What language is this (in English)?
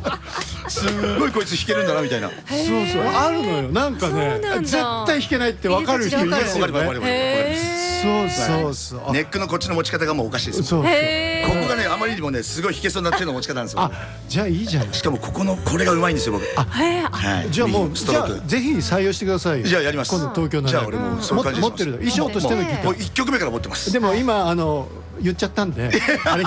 Japanese